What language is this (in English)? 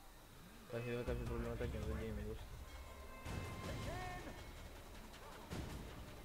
Greek